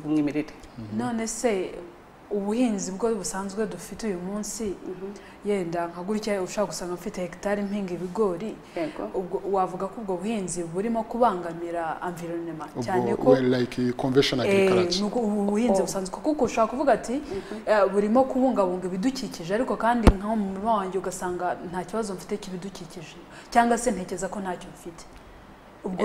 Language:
Kinyarwanda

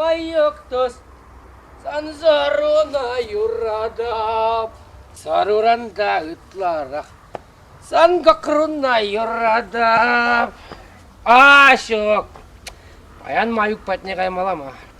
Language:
Chuvash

